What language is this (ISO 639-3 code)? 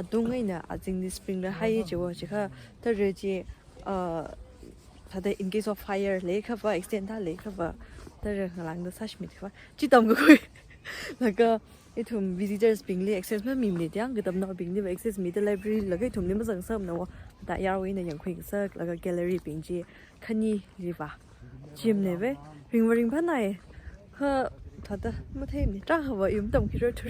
nmf